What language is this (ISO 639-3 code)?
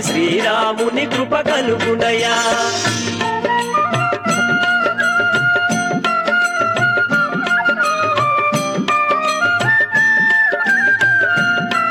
tel